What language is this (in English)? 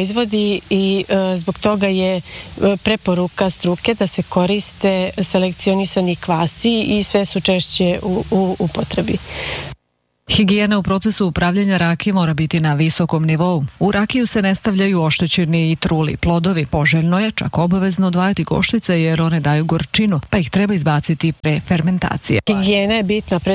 Serbian